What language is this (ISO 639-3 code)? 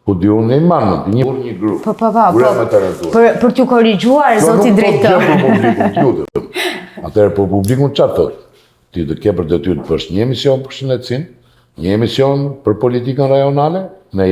sqi